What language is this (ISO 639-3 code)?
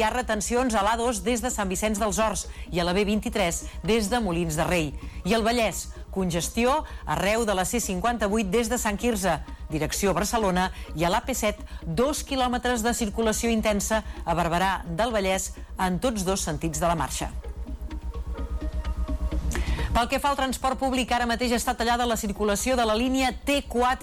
cat